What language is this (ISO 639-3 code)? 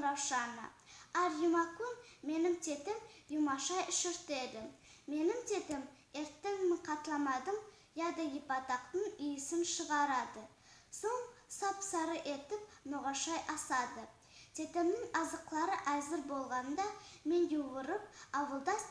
nog